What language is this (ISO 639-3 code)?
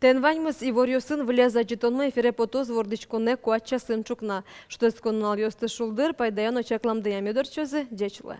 udm